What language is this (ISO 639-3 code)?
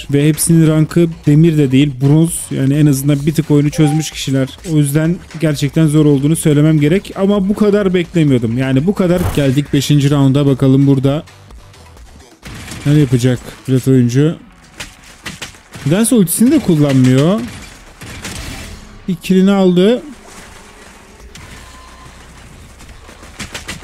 tur